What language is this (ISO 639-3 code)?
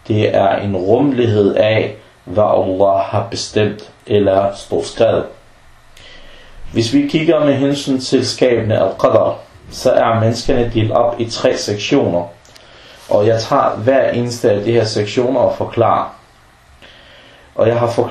dan